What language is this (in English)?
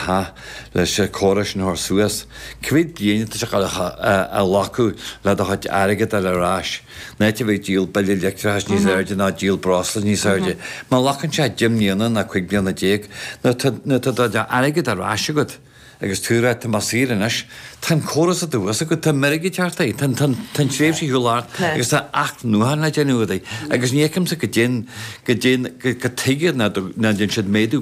Irish